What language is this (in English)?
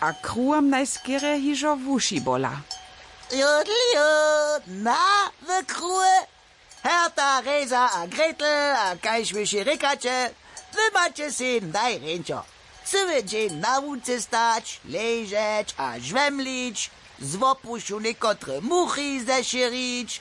Upper Sorbian